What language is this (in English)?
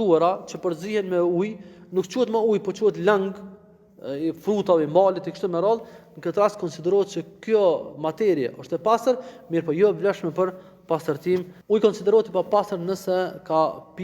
Albanian